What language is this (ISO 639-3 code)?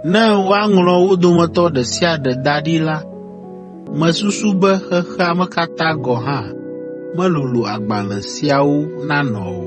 ewe